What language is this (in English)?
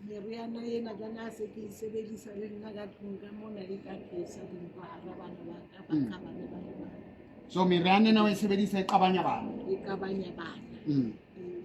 Southern Sotho